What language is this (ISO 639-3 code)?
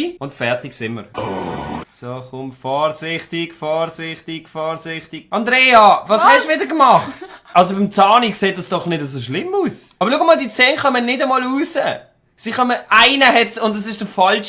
gsw